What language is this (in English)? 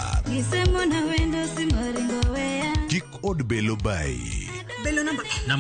Luo (Kenya and Tanzania)